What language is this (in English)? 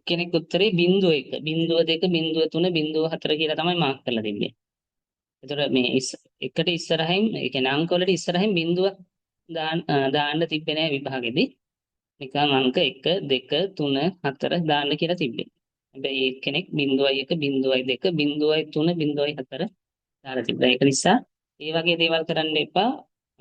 Sinhala